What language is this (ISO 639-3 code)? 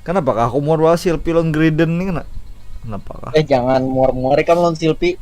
bjn